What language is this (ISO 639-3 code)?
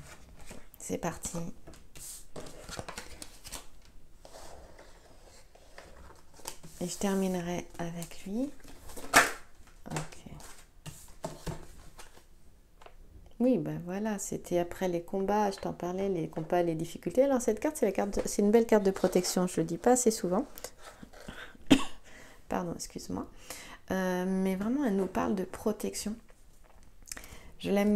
fra